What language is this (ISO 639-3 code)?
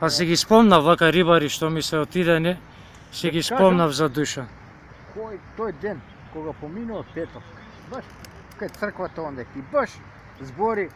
mkd